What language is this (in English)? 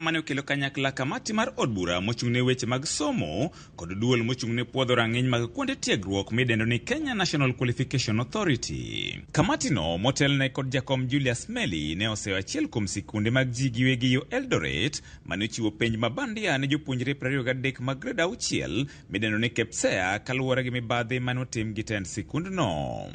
Luo (Kenya and Tanzania)